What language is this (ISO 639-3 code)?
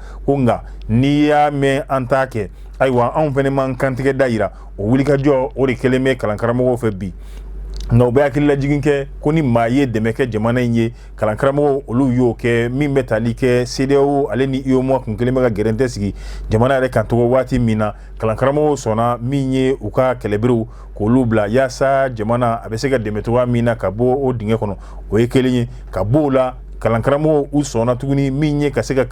bam